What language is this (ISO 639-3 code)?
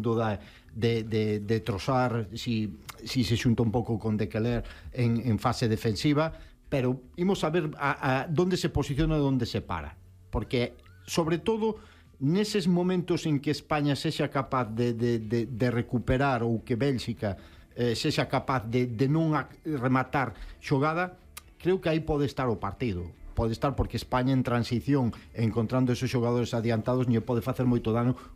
glg